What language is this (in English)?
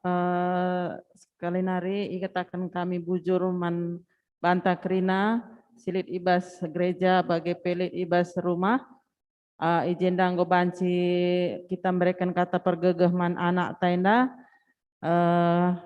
Batak Karo